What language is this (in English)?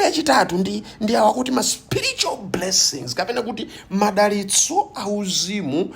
Nyanja